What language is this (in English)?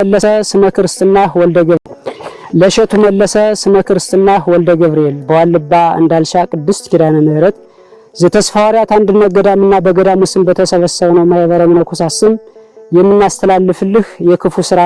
Amharic